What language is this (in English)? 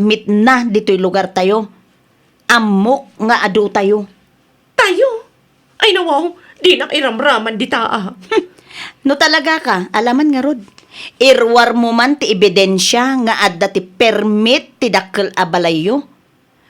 Iloko